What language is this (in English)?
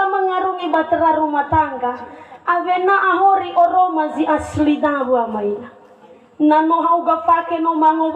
Nias